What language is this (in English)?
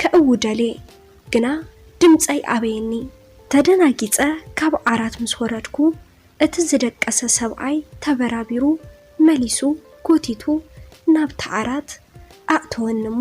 Tigrinya